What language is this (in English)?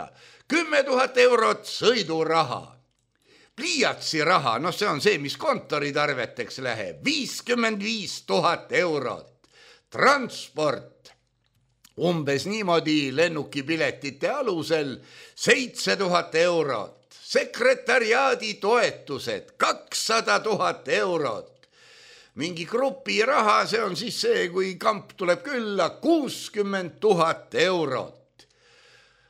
Estonian